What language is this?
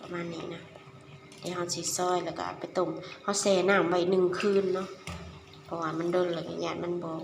Lao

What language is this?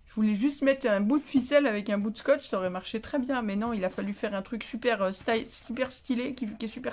French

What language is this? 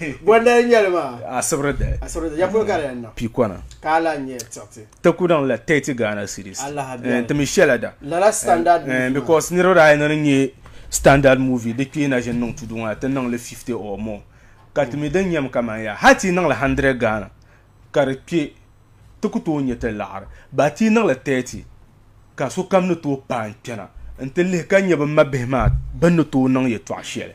Dagbani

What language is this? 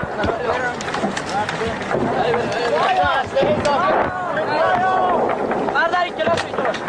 Persian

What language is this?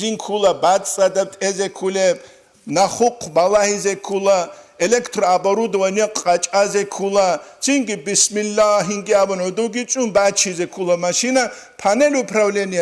Avaric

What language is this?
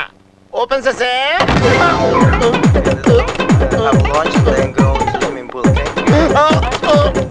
Telugu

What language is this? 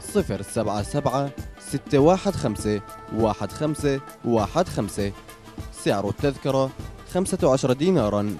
North Levantine Arabic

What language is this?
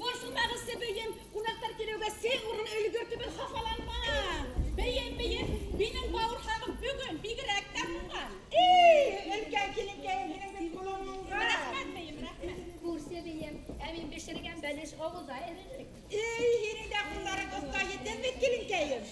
Bashkir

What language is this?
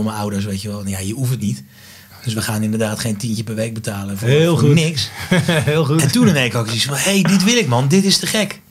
Dutch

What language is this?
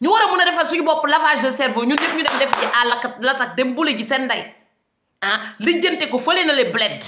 Wolof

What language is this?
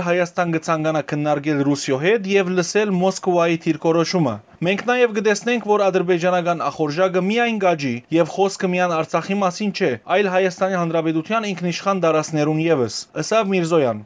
Western Armenian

